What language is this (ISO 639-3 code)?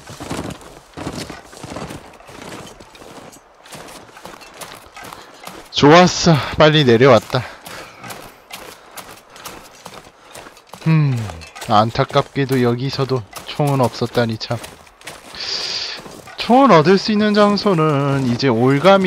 kor